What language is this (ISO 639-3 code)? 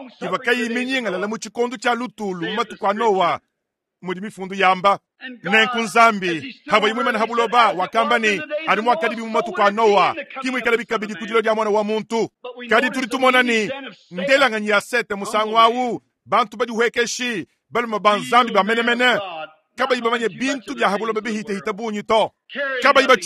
lua